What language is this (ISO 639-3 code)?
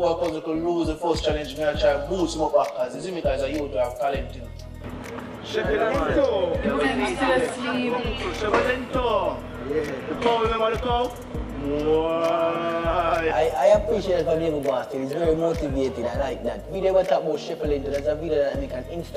jam